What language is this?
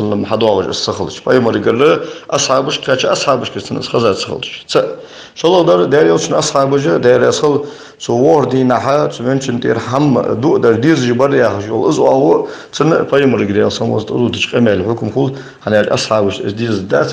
Ingush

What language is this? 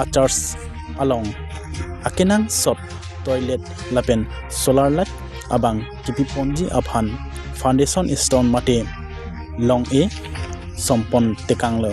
Karbi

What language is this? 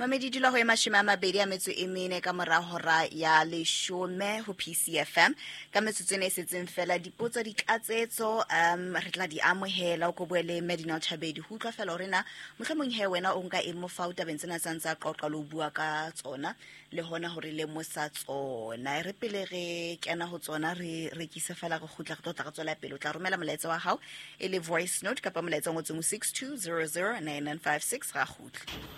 Southern Sotho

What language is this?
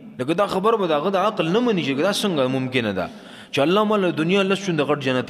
Pashto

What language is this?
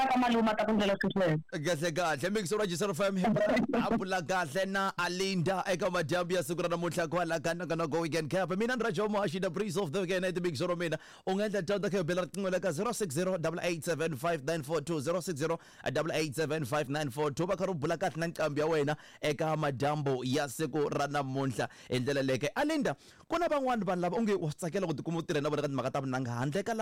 Tsonga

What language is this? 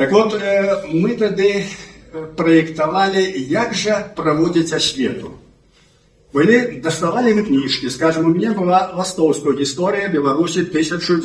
Belarusian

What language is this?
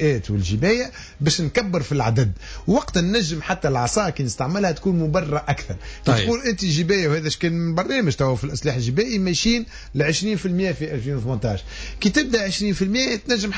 Tunisian Arabic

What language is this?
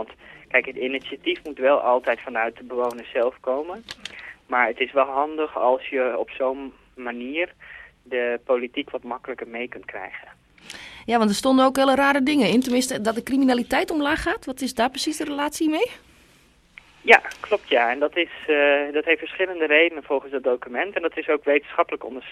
Dutch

